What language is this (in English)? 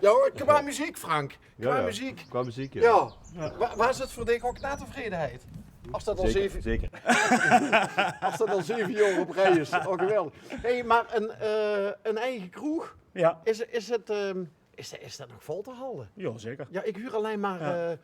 Limburgish